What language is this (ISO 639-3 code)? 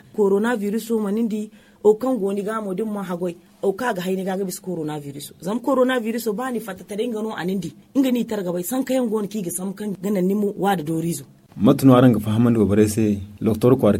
dje